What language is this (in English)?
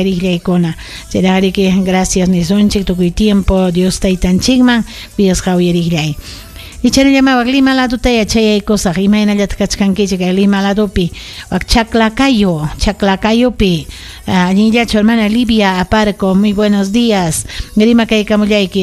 Ayacucho Quechua